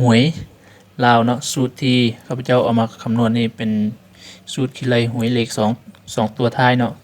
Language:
Lao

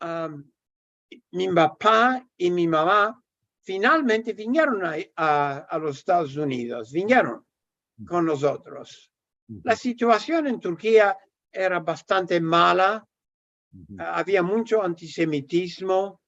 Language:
Ladino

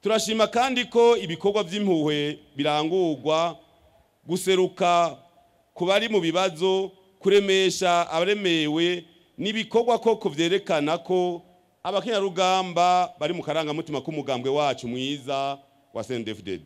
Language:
Rundi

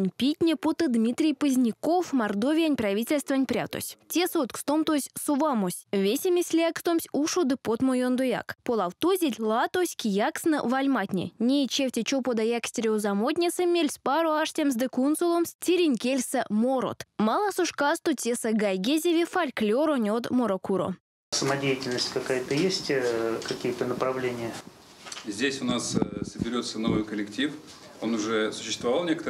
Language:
Erzya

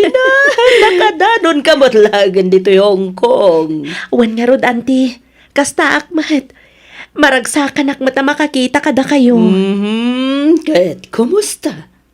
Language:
Iloko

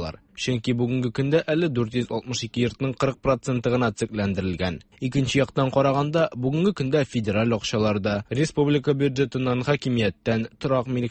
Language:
Tatar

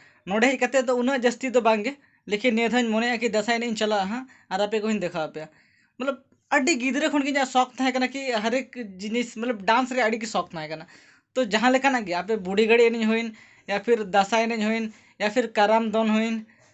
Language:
Santali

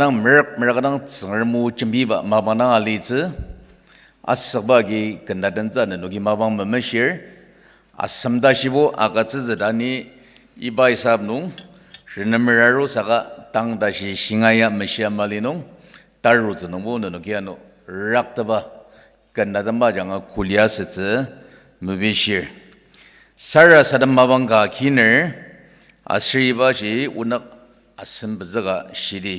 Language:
Ao Naga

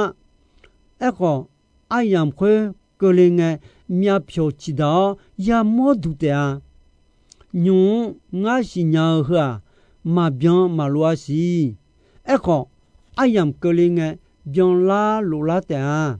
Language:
Akha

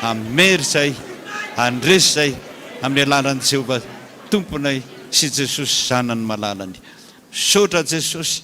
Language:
Malagasy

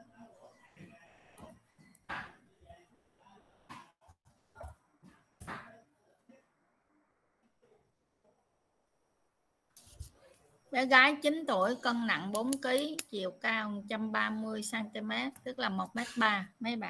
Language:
Vietnamese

